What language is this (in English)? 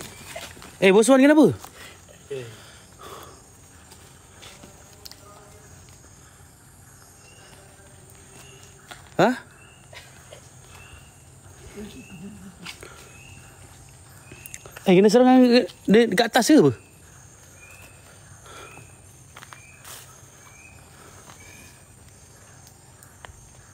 Malay